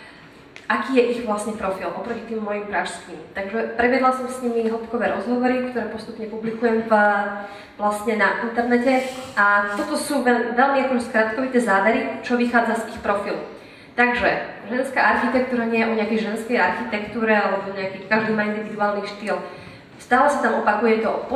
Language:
Slovak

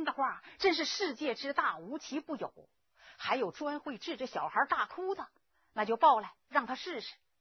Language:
Chinese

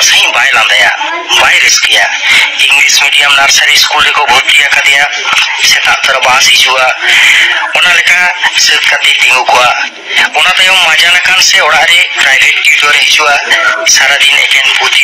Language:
Santali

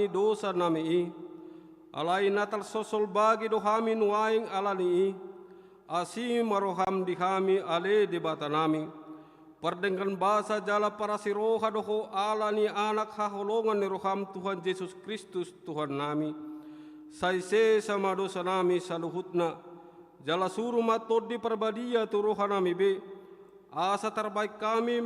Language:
Batak Toba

